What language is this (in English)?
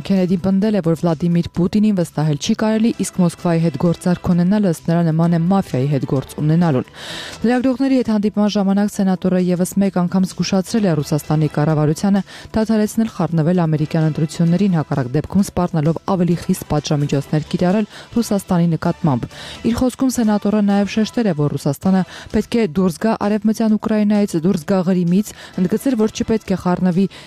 Armenian